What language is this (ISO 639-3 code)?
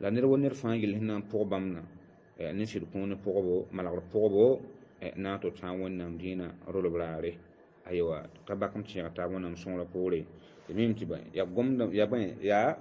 mos